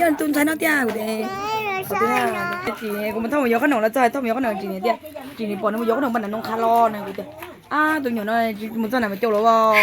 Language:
Hmong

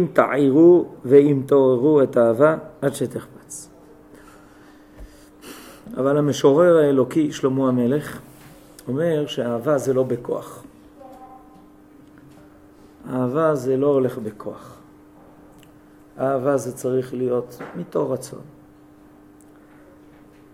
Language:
Hebrew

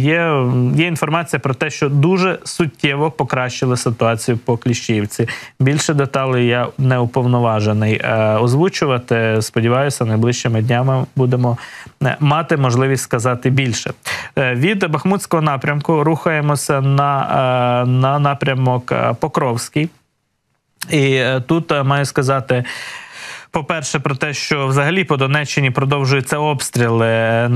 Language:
Ukrainian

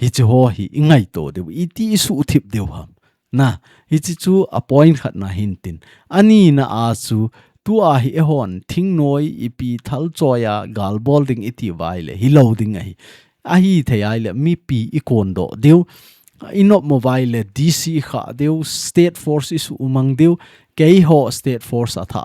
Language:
Thado Chin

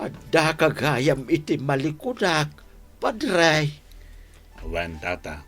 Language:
Iloko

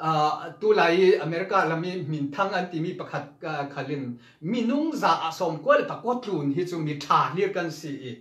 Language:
Falam Chin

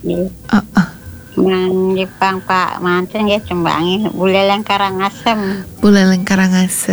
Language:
Balinese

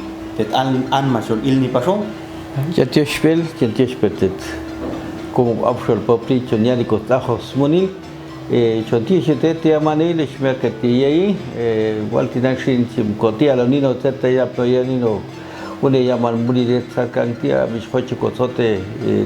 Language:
Popti'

